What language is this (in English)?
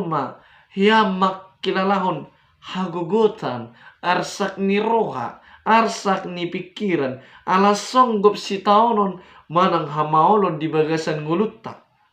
Batak Toba